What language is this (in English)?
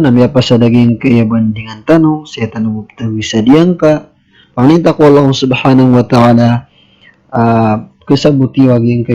Maranao